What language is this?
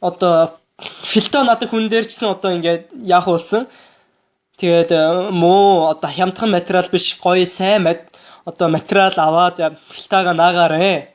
Mongolian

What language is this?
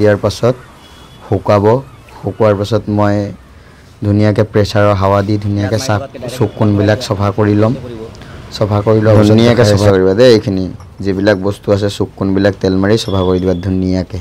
Assamese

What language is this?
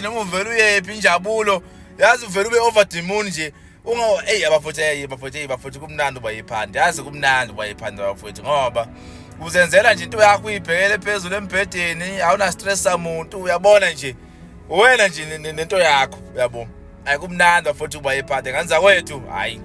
Zulu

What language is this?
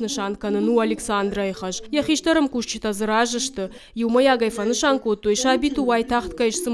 Ossetic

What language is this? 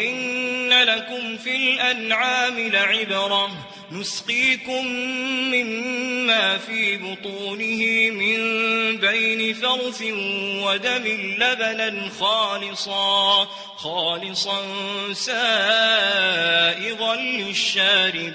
Maranao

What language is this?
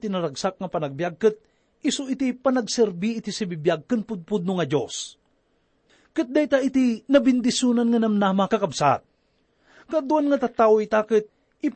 Iloko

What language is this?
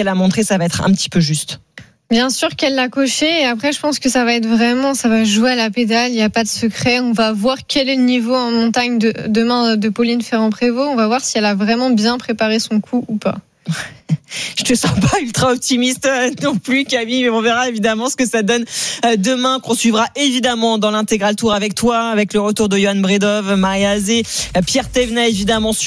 French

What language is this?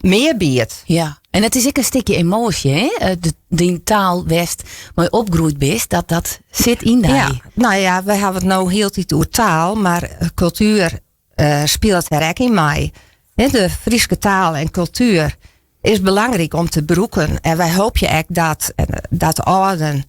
Western Frisian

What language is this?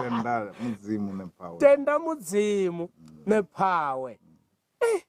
Venda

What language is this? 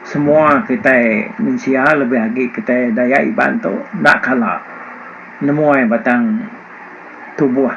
Iban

